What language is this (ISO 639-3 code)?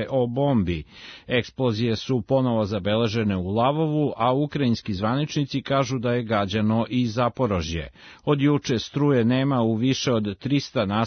srp